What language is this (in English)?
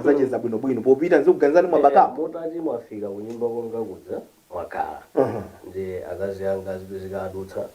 Nyanja